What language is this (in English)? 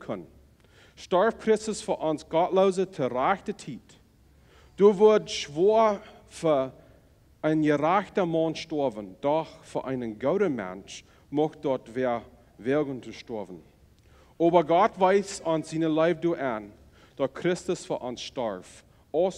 Plautdietsch